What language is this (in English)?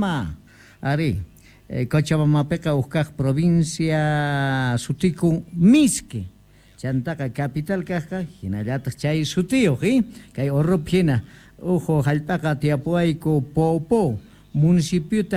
South Bolivian Quechua